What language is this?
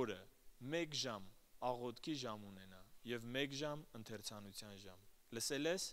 Armenian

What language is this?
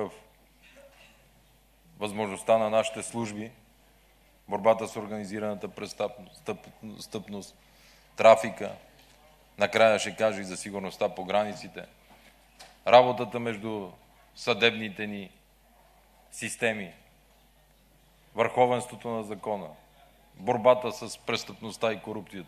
Bulgarian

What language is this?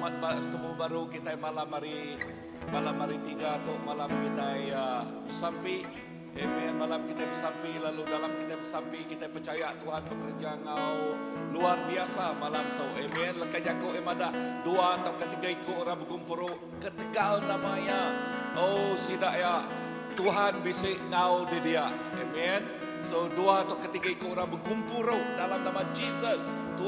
Iban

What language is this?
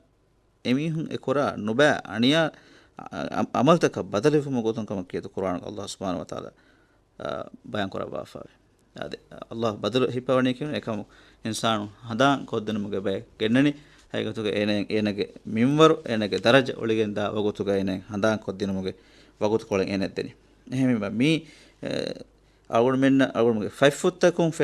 Divehi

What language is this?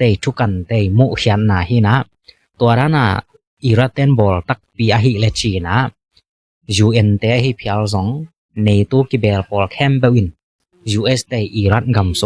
Tedim Chin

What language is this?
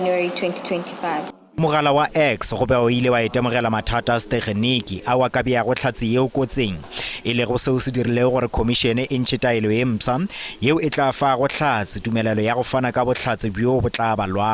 Northern Sotho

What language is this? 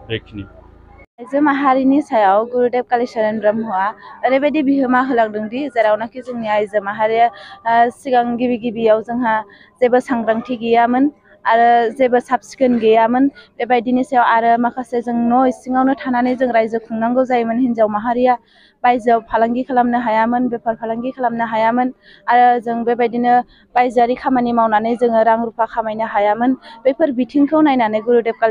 Bodo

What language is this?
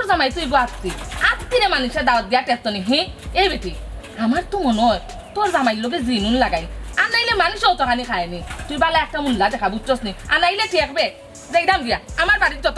Sylheti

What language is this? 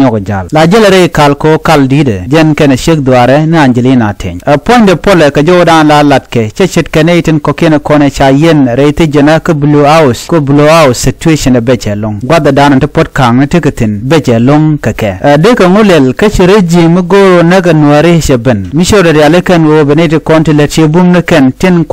Nuer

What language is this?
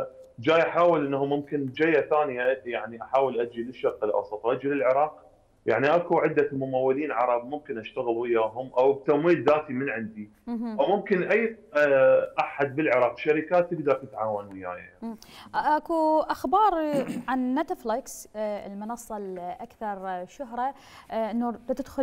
Mesopotamian Arabic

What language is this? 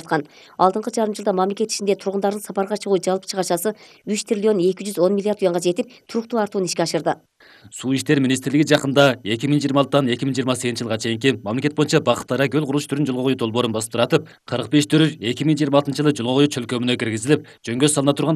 Kyrgyz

